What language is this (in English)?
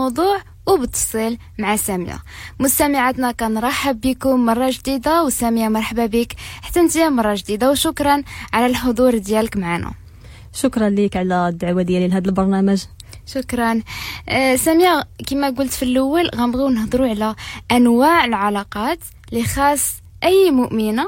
Moroccan Arabic